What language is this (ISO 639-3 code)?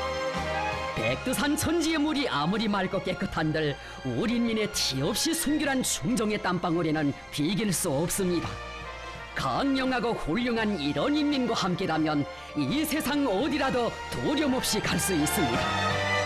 kor